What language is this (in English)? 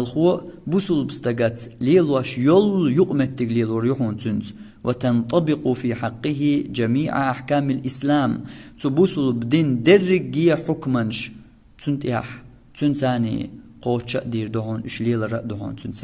Chechen